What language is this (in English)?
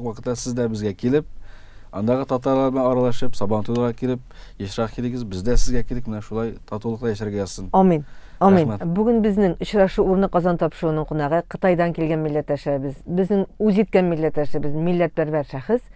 Tatar